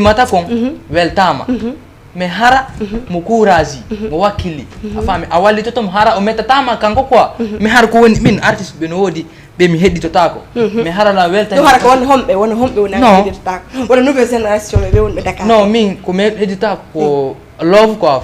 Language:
Fula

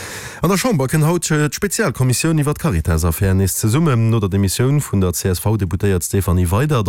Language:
Luxembourgish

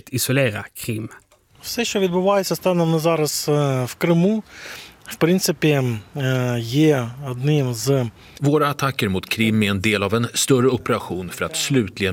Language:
Swedish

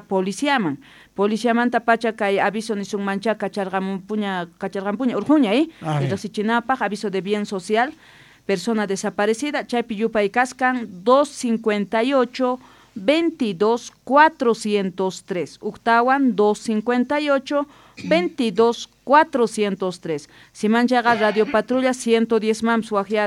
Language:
South Bolivian Quechua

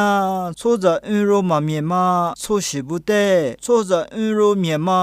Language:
Lisu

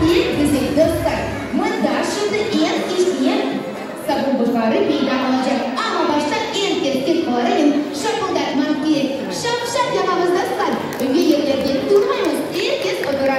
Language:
Crimean Tatar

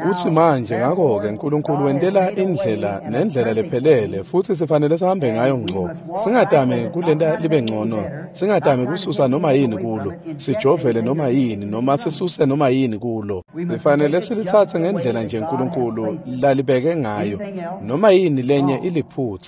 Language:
Swati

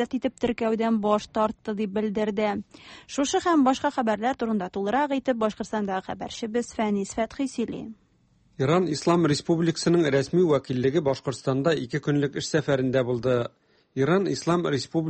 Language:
Tatar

